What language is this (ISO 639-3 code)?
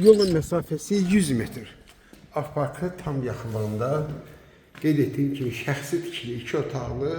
aze